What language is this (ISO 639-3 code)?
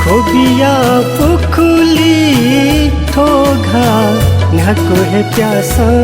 new